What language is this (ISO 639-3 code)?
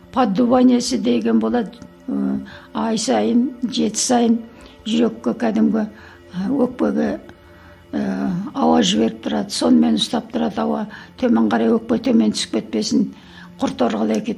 kaz